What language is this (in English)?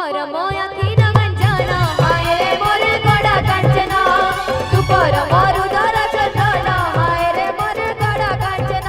Chhattisgarhi